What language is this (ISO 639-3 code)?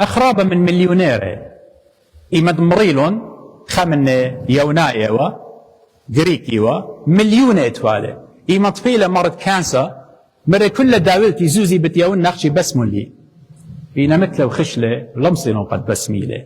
aii